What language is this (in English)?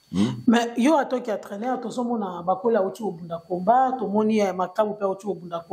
Lingala